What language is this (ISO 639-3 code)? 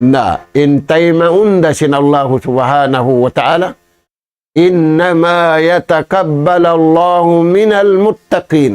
tsg